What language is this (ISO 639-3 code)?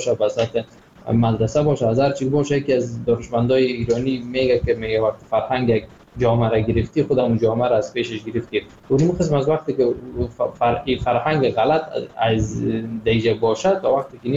fas